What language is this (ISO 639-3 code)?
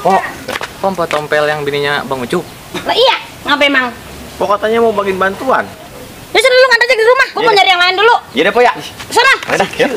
bew